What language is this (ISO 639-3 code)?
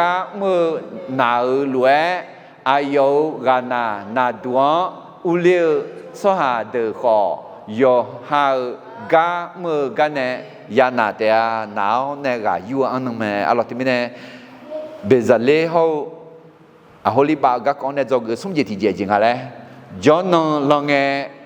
ahk